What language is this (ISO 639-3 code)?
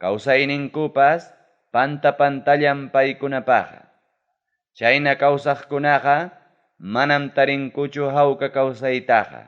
quy